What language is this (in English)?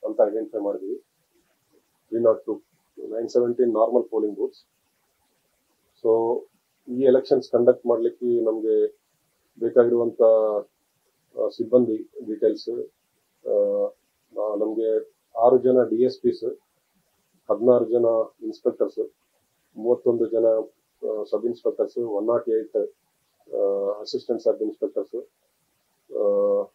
Kannada